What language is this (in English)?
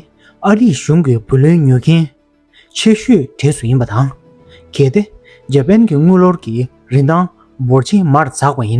Tibetan